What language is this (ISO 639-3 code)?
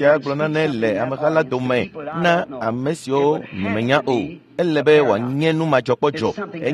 ewe